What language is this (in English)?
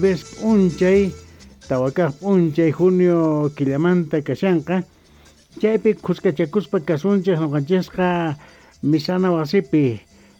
South Bolivian Quechua